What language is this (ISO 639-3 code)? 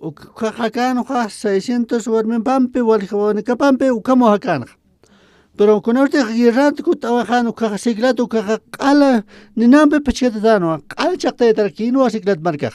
aym